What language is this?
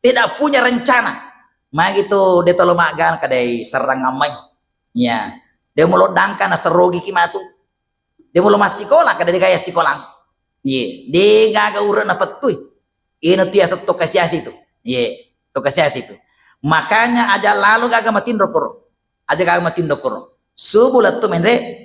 Buginese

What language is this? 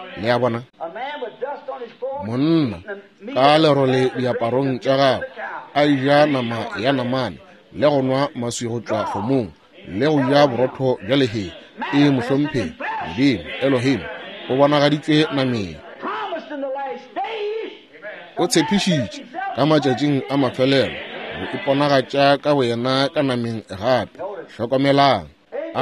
Northern Sotho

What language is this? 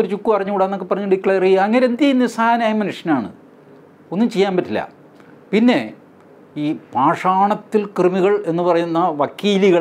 Malayalam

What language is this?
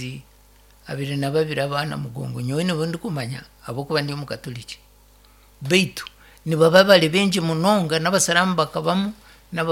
Nyankole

